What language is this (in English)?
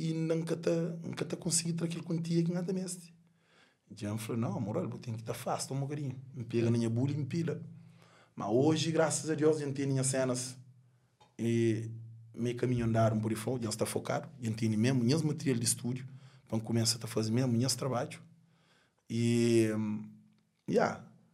Kabuverdianu